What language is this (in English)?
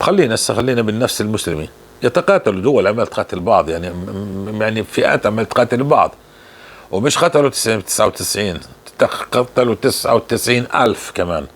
North Levantine Arabic